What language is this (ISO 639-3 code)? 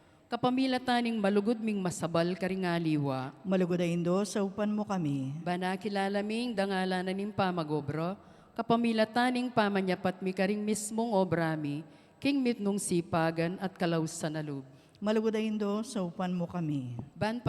pam